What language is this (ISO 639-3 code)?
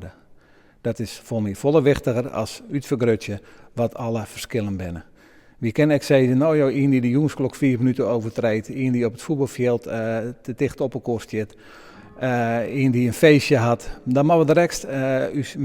fry